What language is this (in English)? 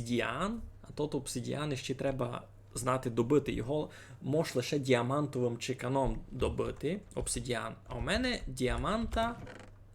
Rusyn